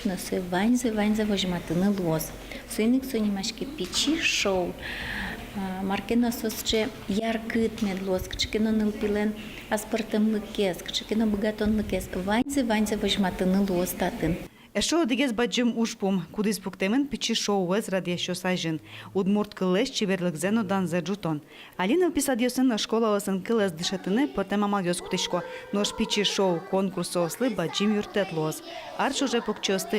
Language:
Udmurt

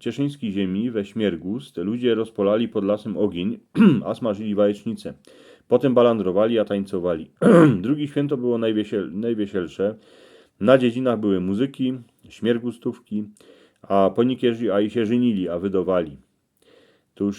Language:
Silesian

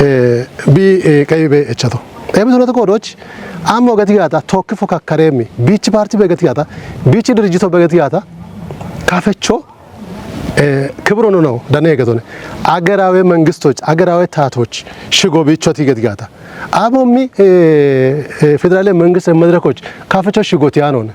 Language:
Kafa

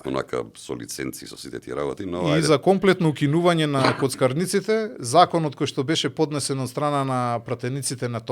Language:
Macedonian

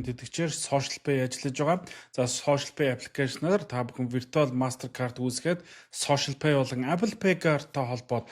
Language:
Mongolian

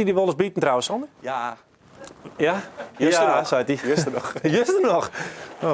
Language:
Western Frisian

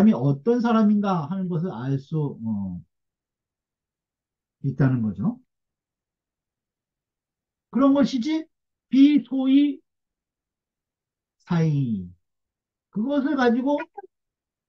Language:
Korean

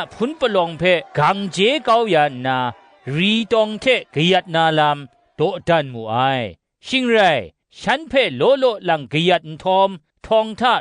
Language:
Kachin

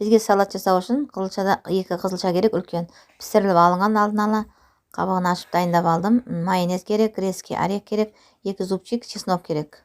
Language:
Kazakh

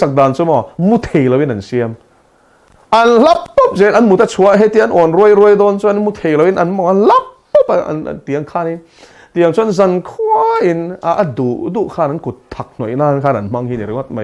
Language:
Mizo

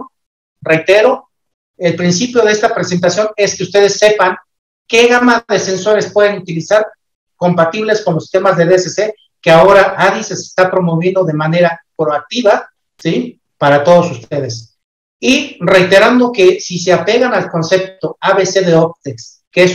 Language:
Spanish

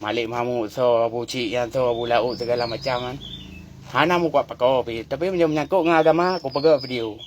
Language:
Achinese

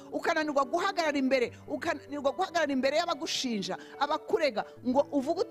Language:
Kinyarwanda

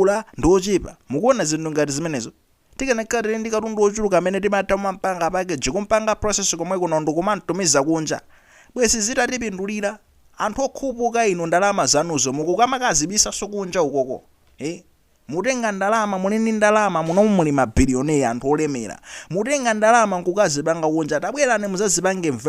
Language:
Nyanja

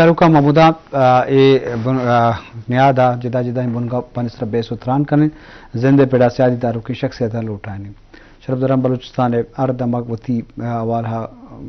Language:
Eastern Balochi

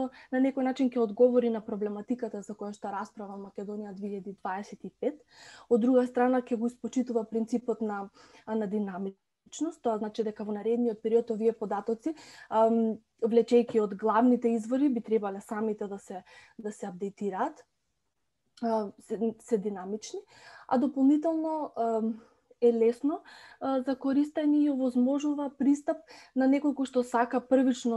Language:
Macedonian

